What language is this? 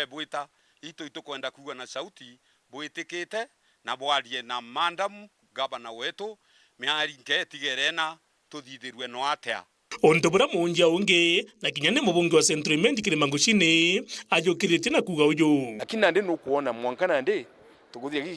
Meru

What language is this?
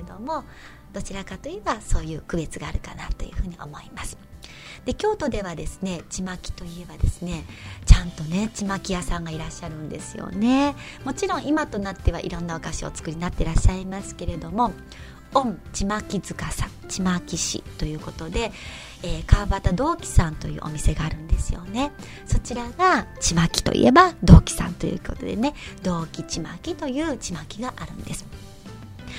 Japanese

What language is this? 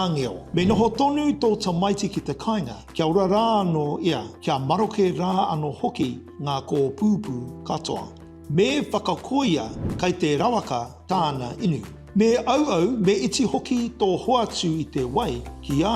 Māori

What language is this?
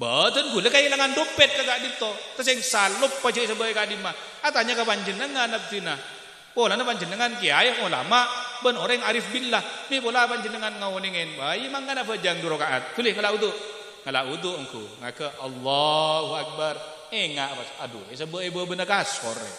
Madurese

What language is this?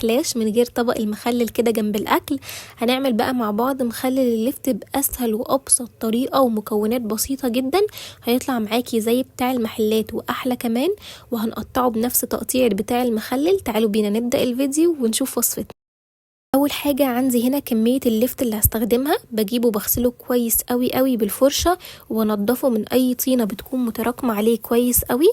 Egyptian Arabic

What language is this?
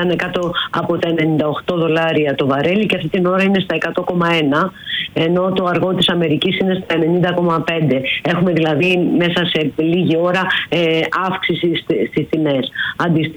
Greek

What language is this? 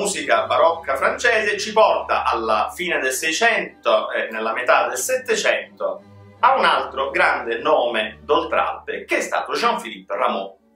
Italian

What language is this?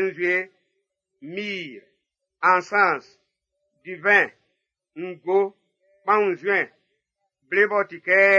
Baoulé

